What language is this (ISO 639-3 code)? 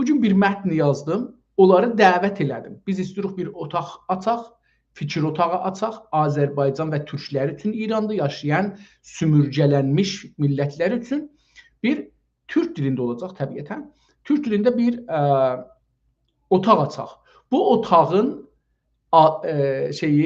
azb